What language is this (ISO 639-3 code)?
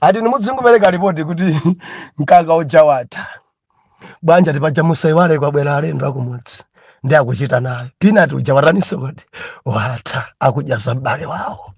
nya